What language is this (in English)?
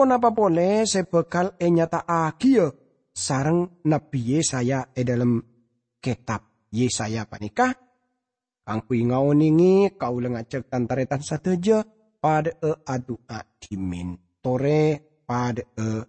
Madurese